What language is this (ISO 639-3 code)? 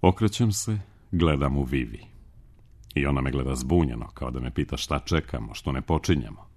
srp